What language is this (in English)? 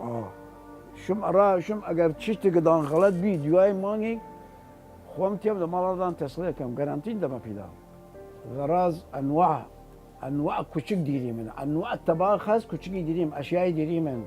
Southern Kurdish